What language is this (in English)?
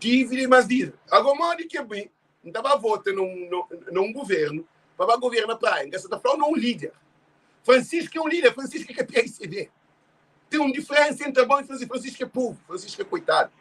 Kabuverdianu